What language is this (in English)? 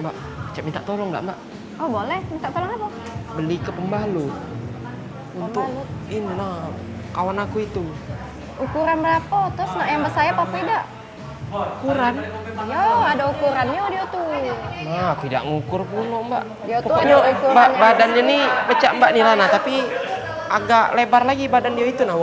Musi